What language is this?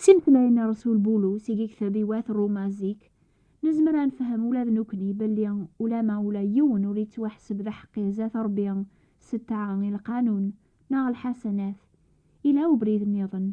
Kabyle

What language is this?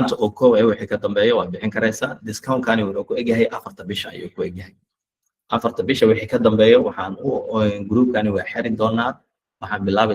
Somali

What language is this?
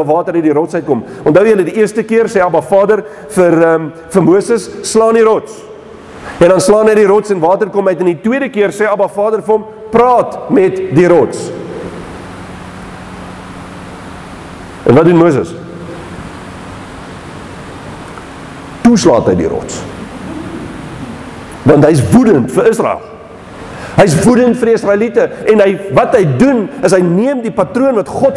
Afrikaans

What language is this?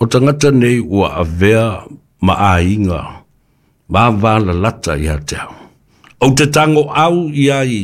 Samoan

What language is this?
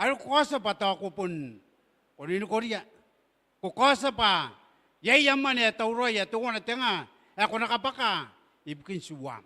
Gilbertese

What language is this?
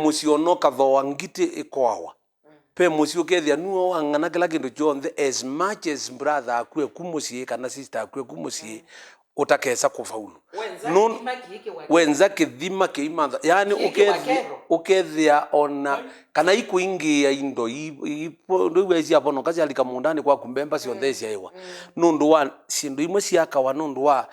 Kamba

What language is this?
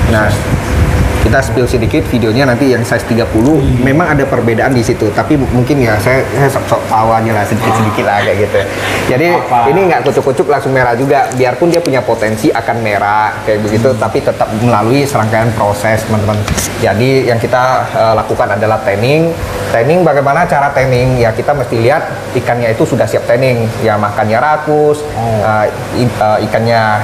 Indonesian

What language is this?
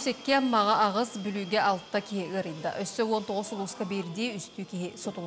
Yakut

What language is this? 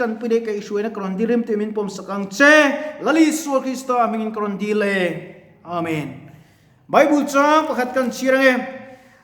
Mizo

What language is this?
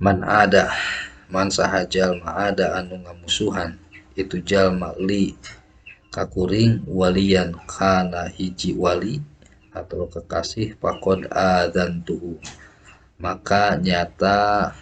Sundanese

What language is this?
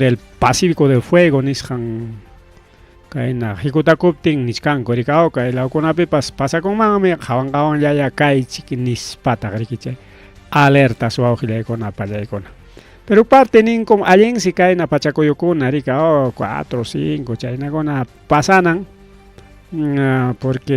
Ayacucho Quechua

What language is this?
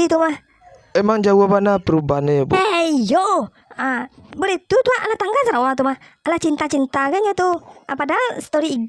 Minangkabau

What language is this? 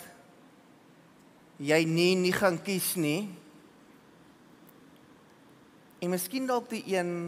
Afrikaans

